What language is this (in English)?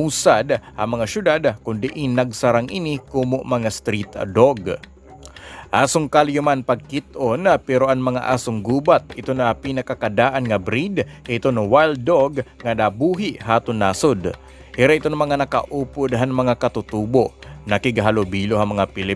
Waray